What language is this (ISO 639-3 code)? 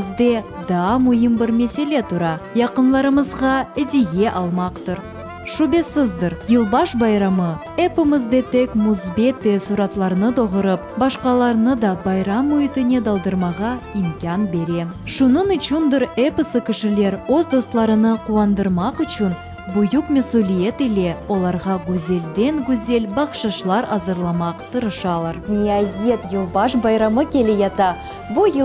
crh